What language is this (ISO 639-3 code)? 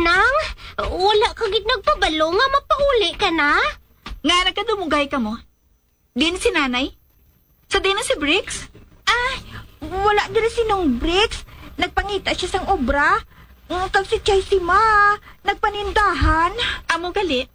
hil